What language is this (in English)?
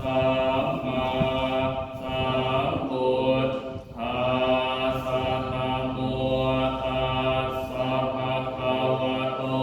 Pali